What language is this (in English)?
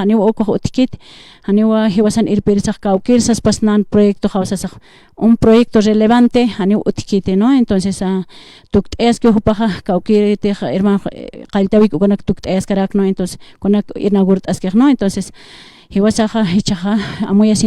Aymara